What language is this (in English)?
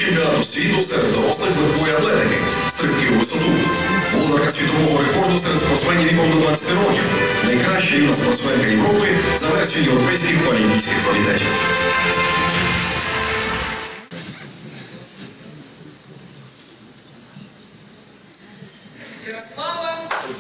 Ukrainian